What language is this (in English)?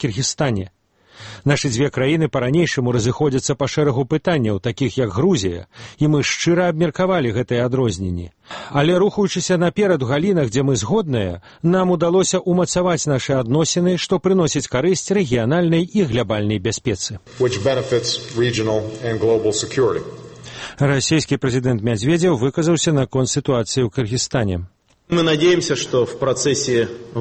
Belarusian